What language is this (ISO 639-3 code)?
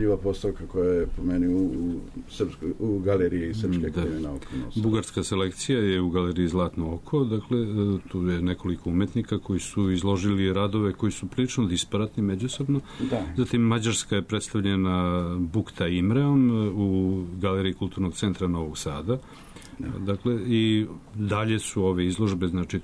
srp